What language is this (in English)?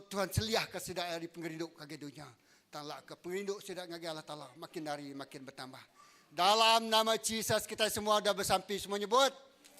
Iban